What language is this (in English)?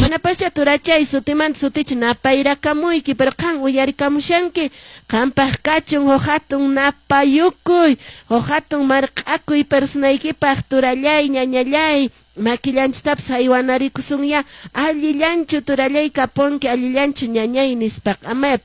Quechua